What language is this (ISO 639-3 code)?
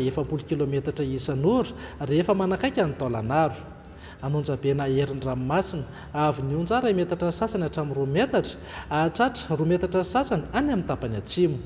mlg